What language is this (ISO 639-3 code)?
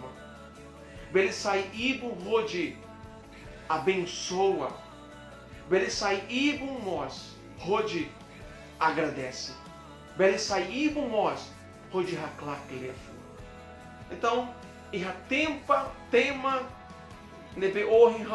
tet